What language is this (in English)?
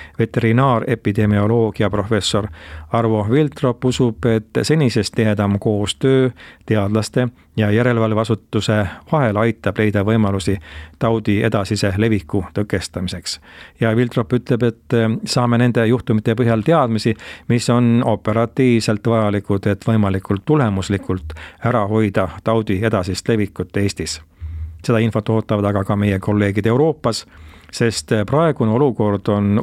Estonian